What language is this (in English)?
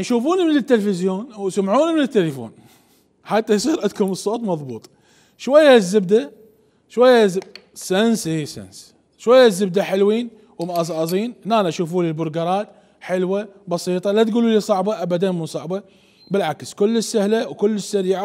Mesopotamian Arabic